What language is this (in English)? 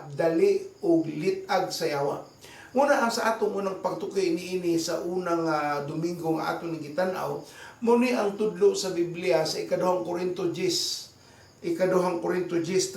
Cebuano